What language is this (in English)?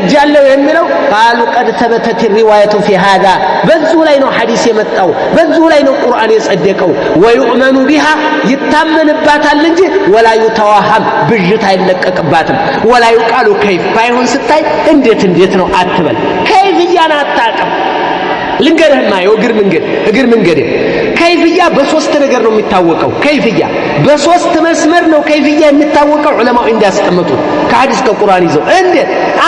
Amharic